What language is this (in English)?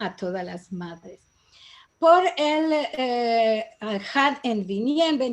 Ladino